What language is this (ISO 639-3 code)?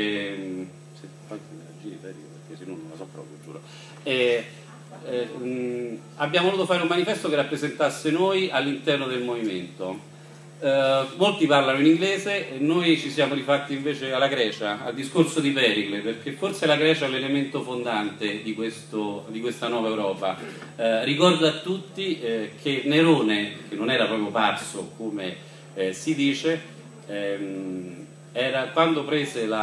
ita